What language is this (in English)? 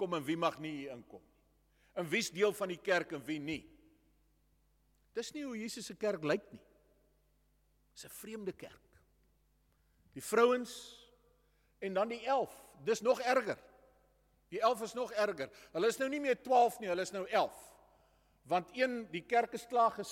Afrikaans